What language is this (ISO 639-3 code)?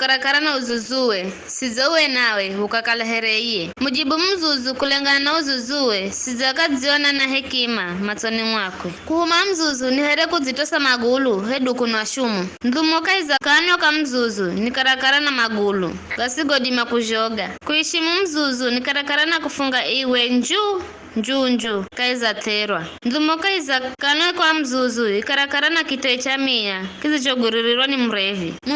nyf